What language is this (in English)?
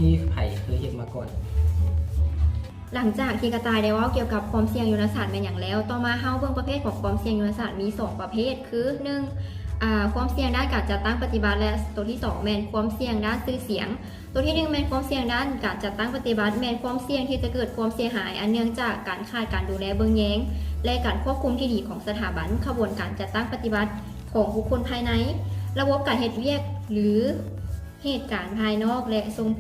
Lao